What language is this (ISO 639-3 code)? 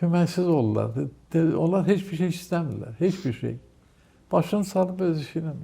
aze